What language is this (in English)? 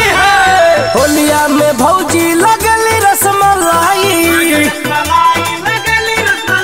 Bhojpuri